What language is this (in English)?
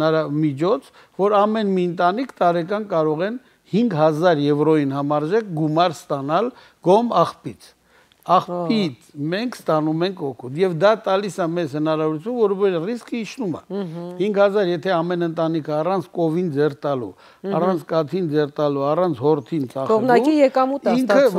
Armenian